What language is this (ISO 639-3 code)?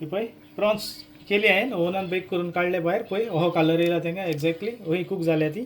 kok